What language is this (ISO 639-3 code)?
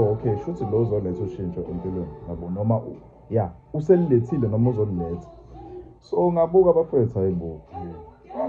zul